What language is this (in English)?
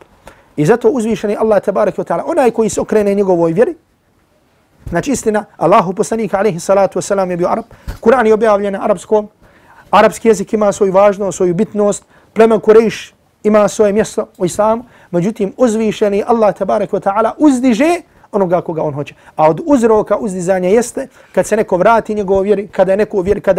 Bosnian